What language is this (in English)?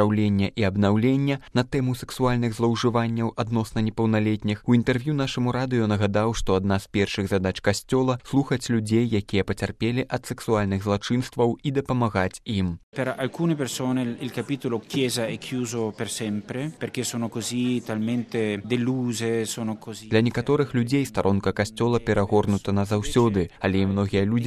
Belarusian